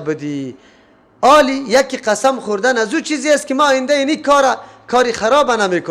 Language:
Persian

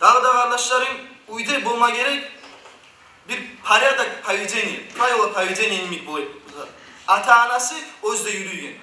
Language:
Kumyk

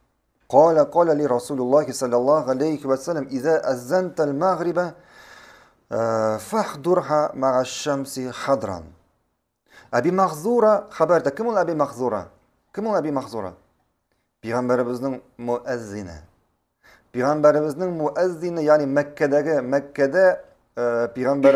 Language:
Tatar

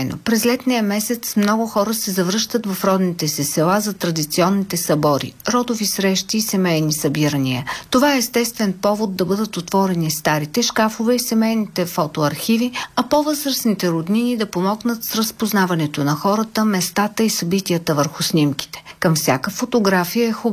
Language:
Bulgarian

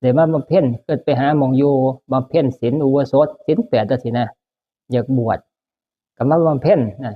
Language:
Northeastern Thai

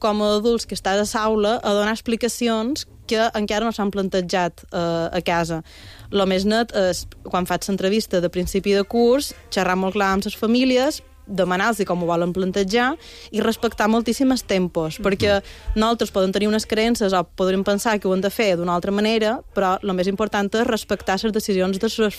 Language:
Catalan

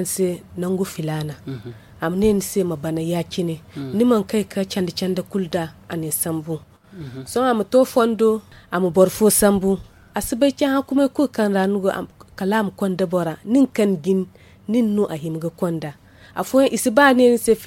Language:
Zarma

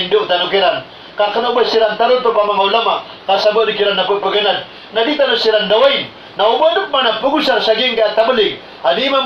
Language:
Maranao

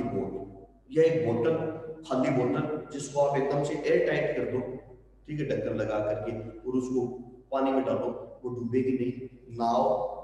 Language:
Hindi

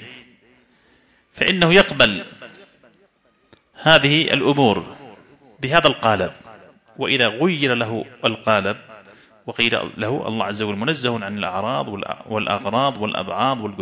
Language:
Arabic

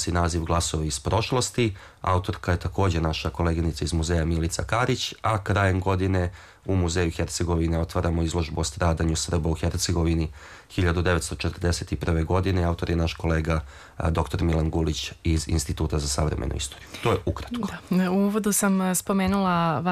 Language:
Serbian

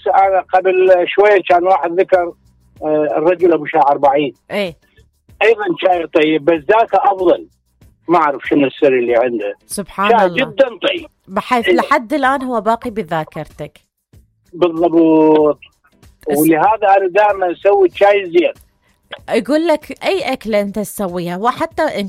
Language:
Mesopotamian Arabic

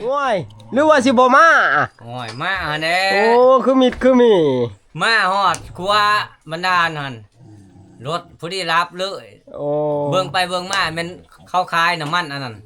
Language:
Northeastern Thai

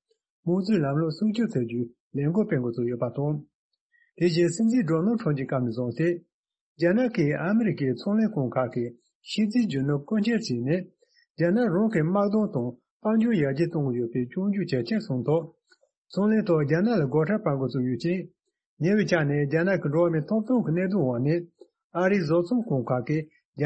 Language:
Tibetan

